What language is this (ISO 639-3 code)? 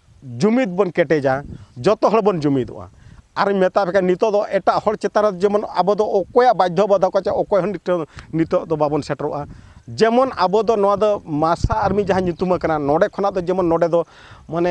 sat